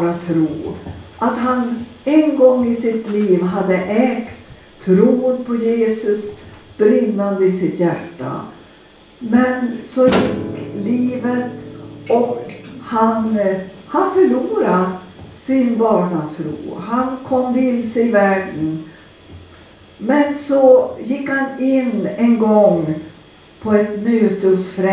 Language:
Swedish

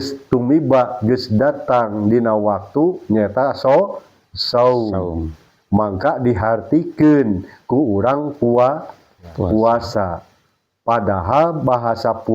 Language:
Sundanese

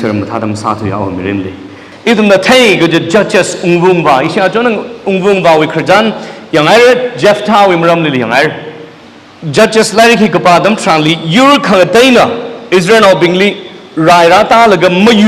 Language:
Tangkhul Naga (India)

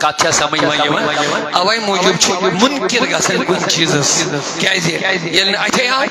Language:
Kashmiri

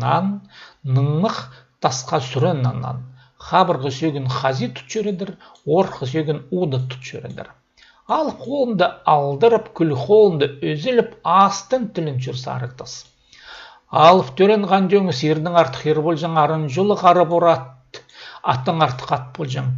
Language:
Khakas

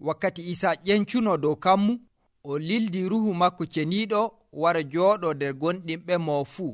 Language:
Nigerian Fulfulde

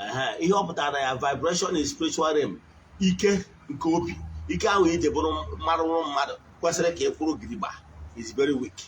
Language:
Igbo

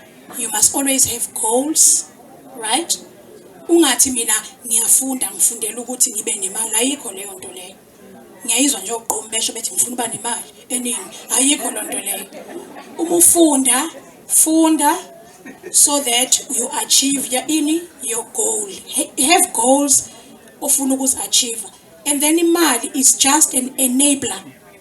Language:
Zulu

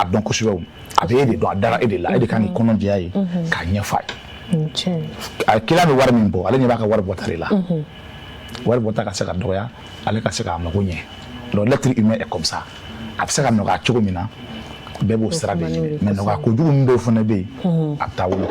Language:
Bambara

